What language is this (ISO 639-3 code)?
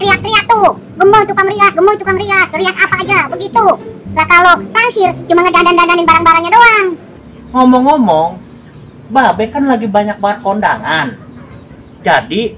bew